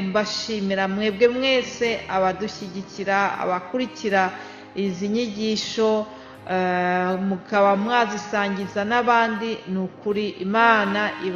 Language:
Kinyarwanda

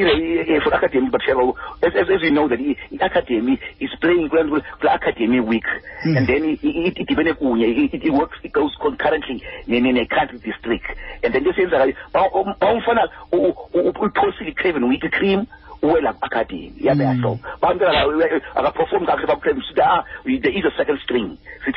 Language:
Xhosa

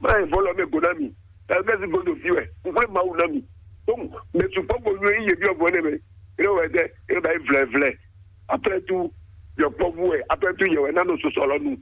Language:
Fon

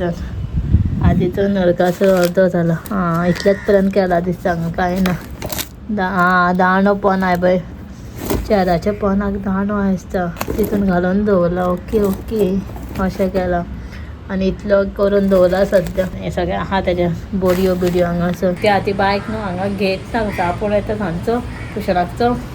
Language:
Konkani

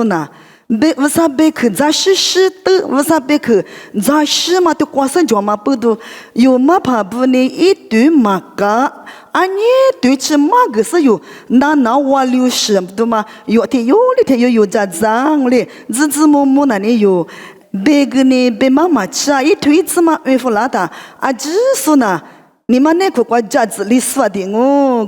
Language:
Lisu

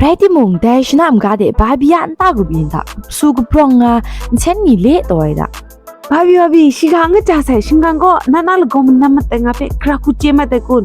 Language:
Kachin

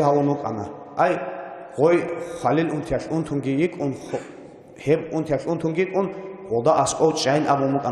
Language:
Avaric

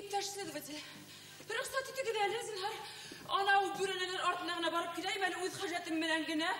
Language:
Bashkir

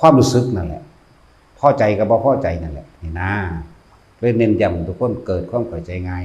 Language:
Northeastern Thai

